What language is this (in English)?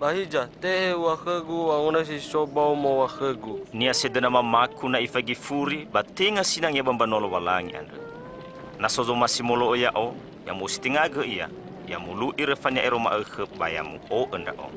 Nias